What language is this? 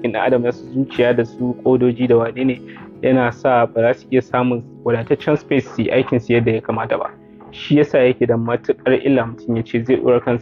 Hausa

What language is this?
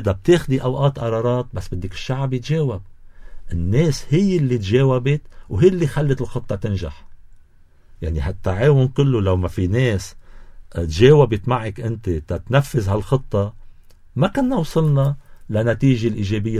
North Levantine Arabic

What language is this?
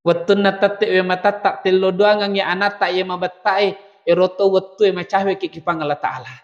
Buginese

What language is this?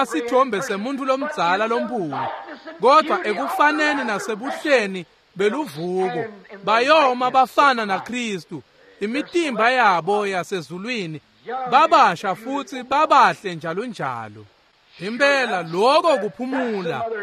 Swati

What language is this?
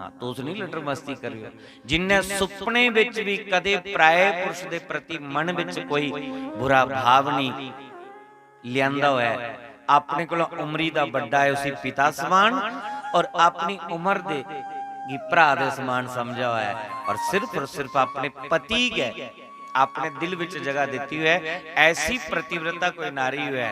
Dogri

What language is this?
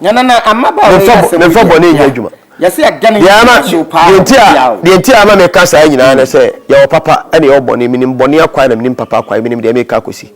Akan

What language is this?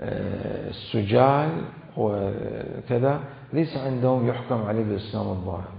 Mesopotamian Arabic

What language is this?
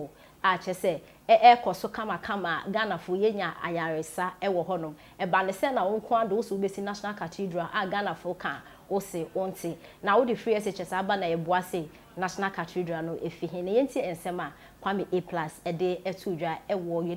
Akan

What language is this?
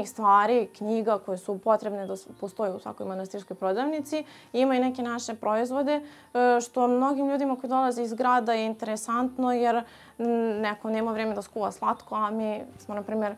Serbian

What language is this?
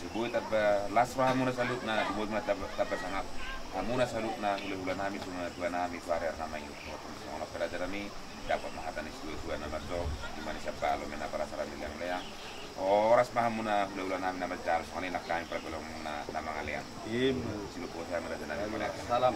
Batak Toba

